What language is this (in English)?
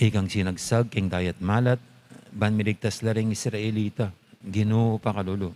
Pampanga